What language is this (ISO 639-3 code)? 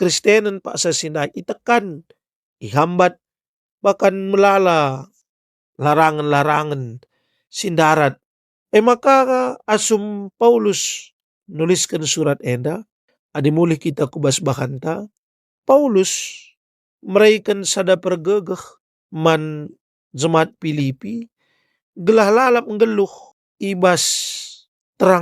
btx